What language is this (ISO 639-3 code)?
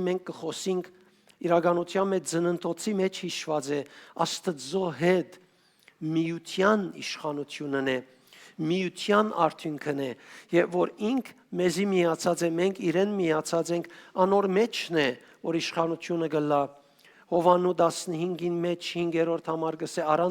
hyw